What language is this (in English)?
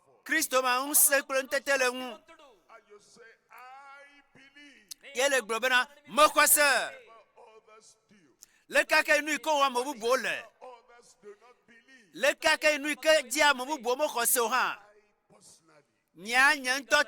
Ewe